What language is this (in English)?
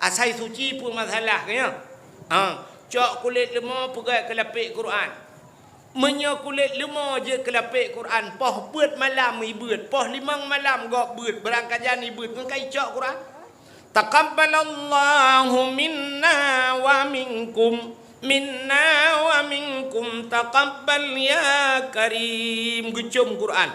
Achinese